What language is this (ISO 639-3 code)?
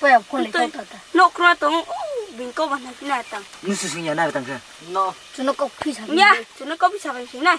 ria